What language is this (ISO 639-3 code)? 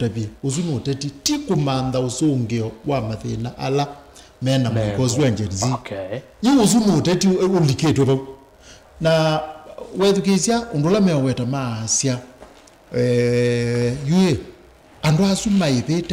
kam